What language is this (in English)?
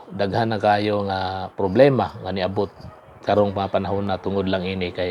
Cebuano